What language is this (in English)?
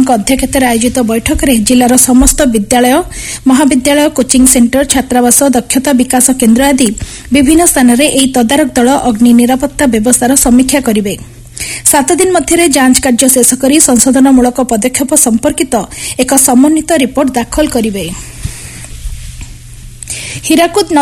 Odia